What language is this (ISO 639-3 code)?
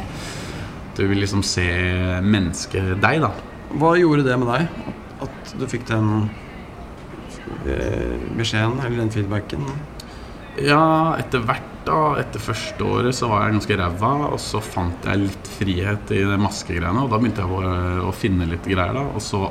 nor